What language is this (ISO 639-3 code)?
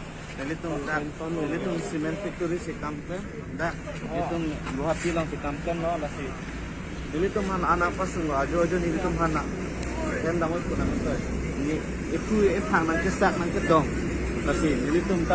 mjw